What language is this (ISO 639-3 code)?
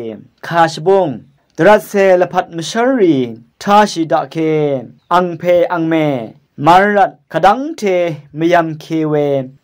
raw